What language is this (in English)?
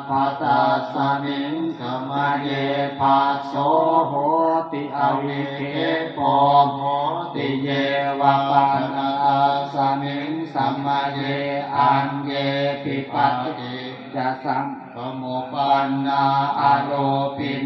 Pali